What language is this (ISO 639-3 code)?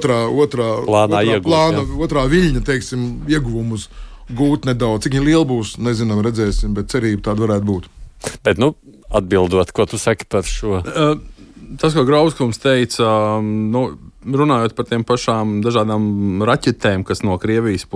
lav